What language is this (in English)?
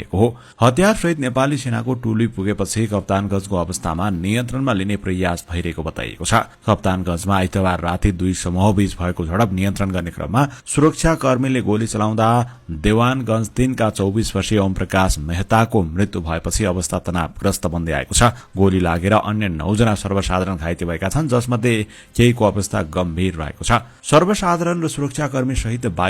Nepali